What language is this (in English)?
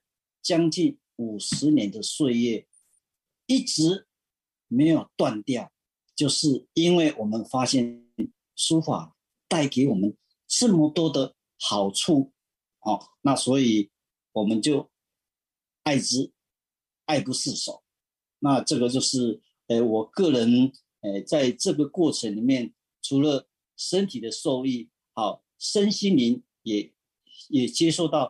Chinese